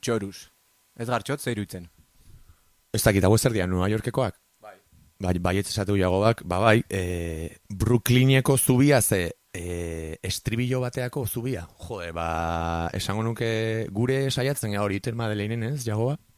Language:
Basque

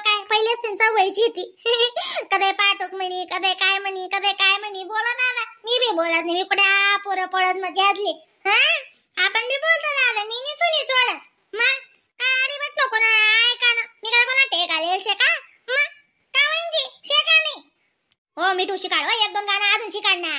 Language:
Khandesi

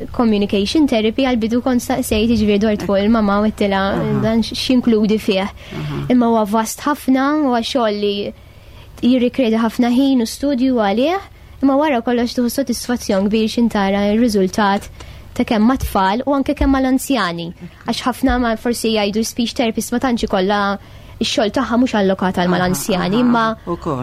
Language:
Maltese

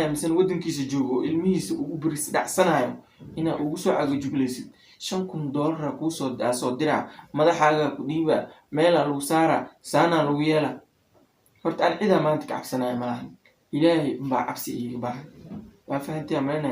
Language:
Somali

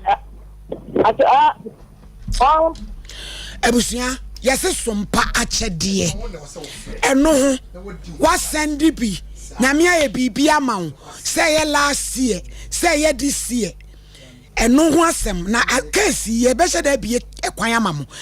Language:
Akan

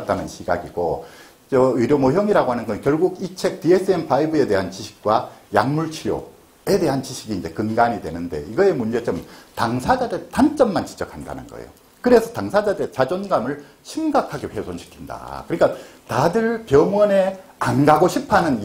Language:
Korean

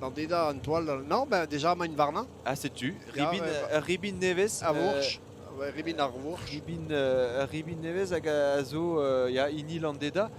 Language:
Breton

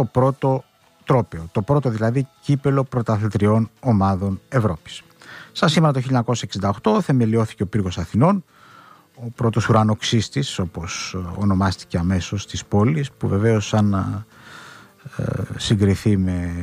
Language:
Greek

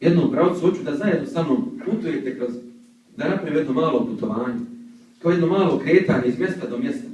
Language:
Bosnian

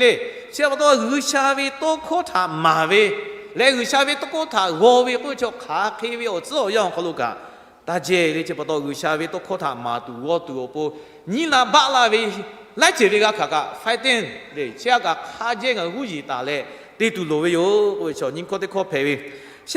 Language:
Lahu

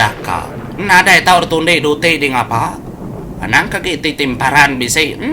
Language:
Iban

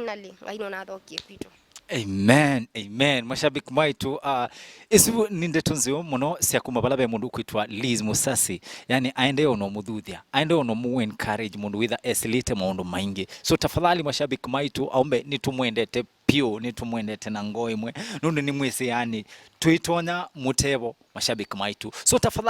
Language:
Kamba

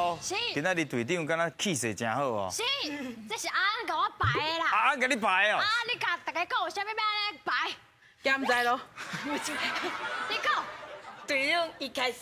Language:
Min Nan Chinese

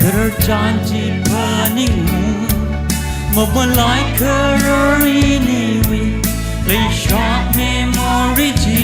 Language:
Tangkhul Naga (India)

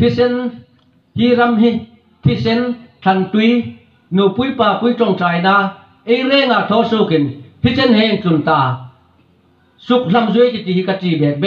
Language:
Hmar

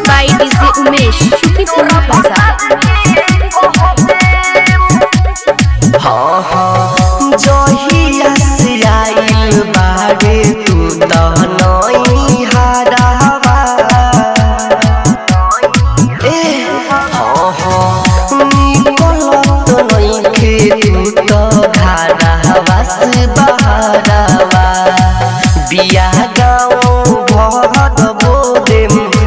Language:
Bhojpuri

